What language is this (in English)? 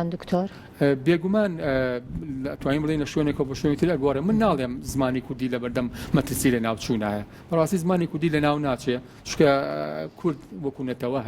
Central Kurdish